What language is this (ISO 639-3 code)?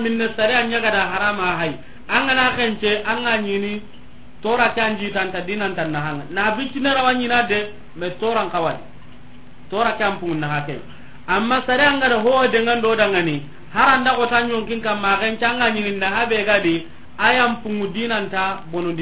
snk